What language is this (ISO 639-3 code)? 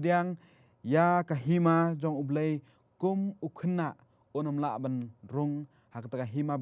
kha